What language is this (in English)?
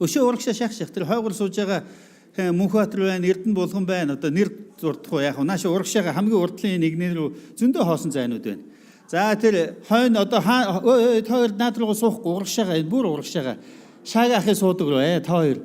Mongolian